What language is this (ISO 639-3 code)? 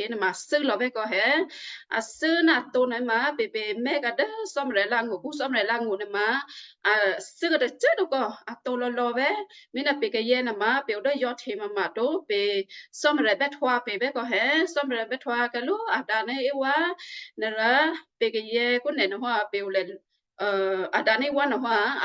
kyu